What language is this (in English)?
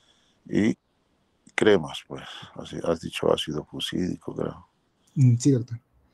Spanish